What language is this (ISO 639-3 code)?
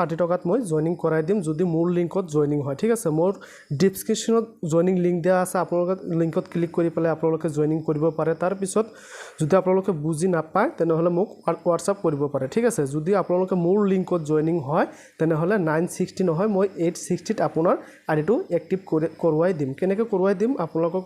asm